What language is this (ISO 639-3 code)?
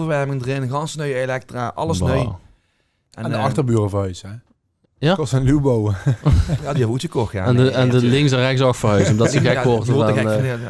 lim